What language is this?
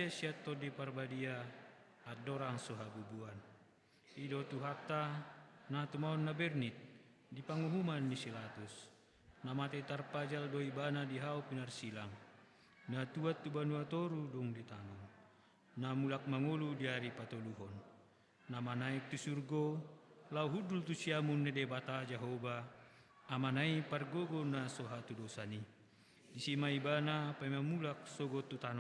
Batak Toba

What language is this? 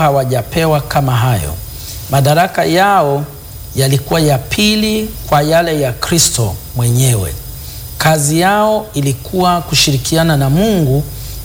Swahili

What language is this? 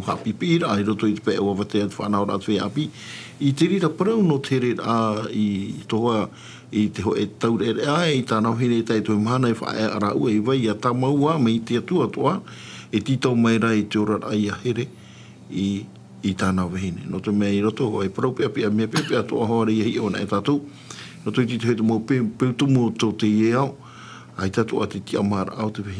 Tahitian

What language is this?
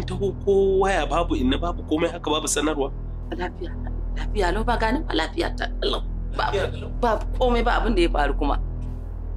Hausa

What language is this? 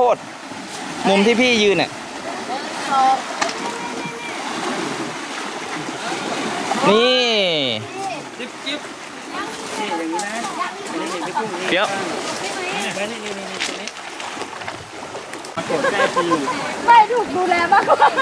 Thai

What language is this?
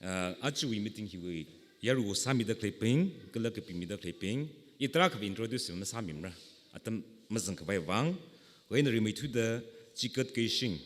Tangkhul Naga (India)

